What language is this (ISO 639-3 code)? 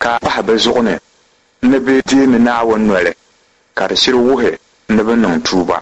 dag